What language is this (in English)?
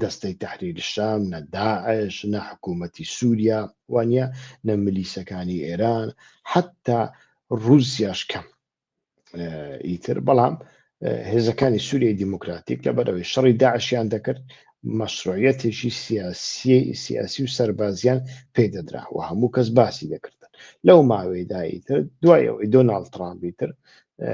Central Kurdish